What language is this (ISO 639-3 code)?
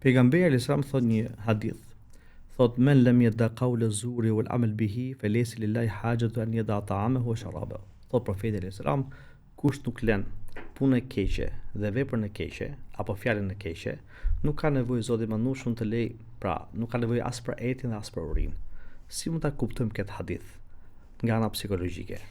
sqi